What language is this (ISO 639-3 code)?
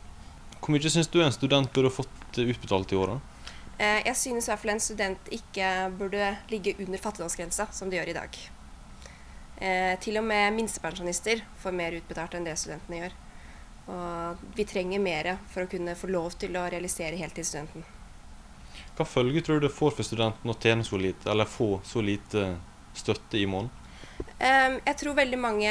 nor